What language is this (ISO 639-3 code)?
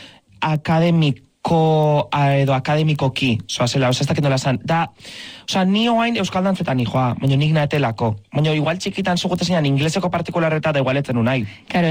eus